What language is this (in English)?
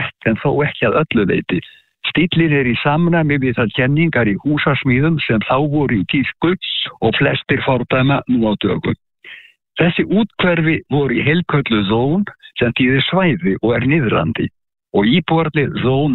Icelandic